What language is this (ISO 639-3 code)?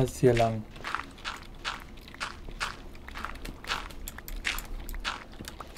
deu